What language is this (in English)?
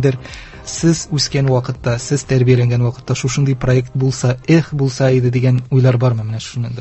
Tatar